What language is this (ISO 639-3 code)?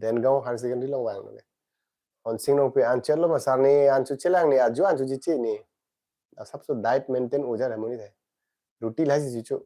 mjw